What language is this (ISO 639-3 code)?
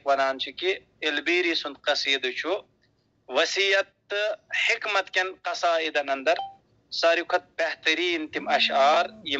kas